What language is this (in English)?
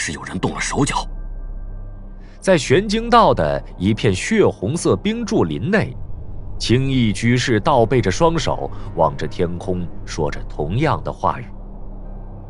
Chinese